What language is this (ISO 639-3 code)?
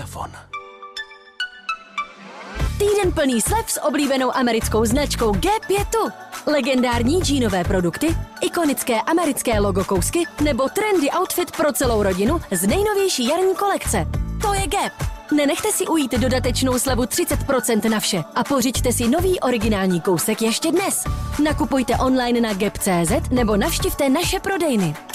ces